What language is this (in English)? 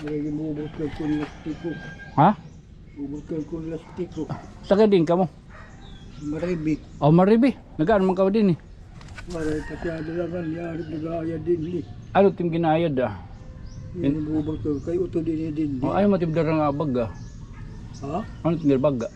Waray